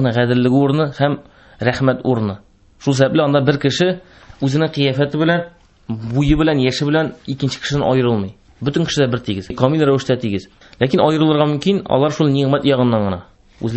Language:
Tatar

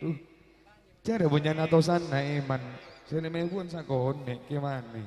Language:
Madurese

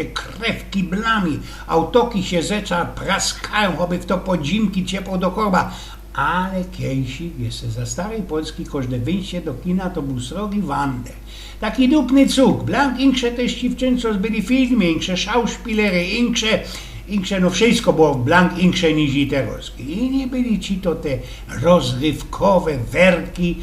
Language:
Silesian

